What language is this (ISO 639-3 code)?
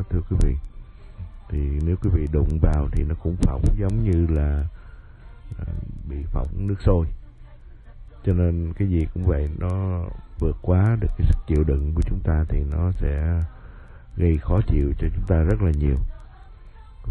vie